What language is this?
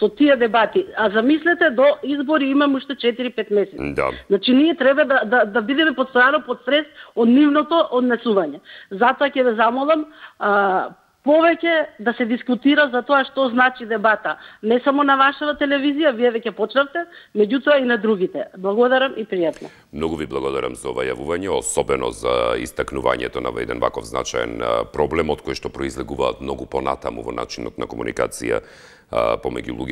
Macedonian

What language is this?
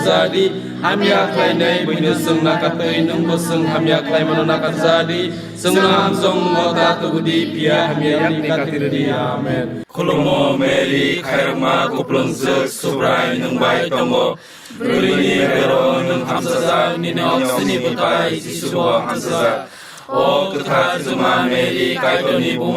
Kok Borok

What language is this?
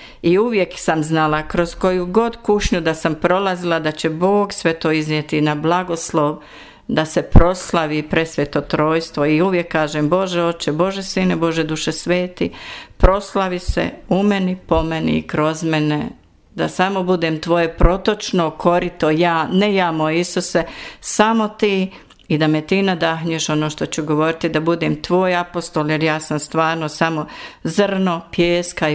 Bosnian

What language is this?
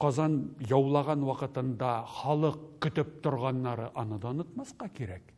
Tatar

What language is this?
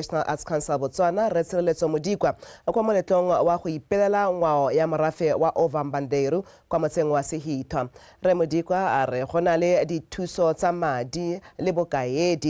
Tswana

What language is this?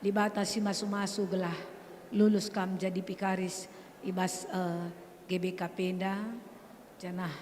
Batak Karo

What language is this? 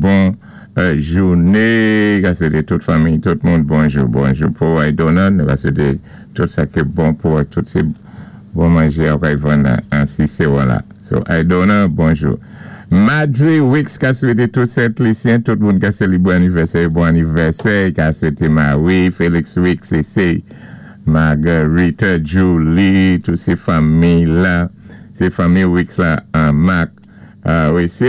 Saint Lucian Creole French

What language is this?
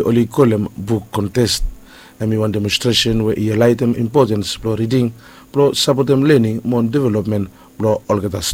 Bislama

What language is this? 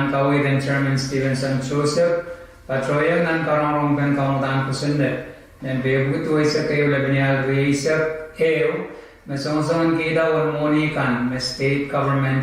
Pohnpeian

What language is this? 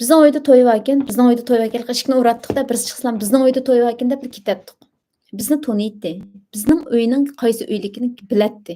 Uyghur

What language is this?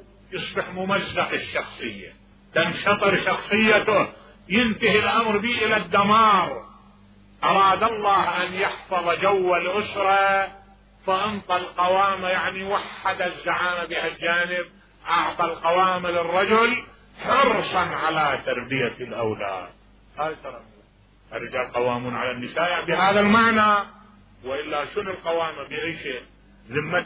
Mesopotamian Arabic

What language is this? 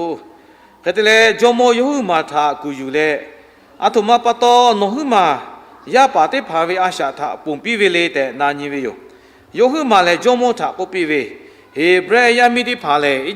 Lahu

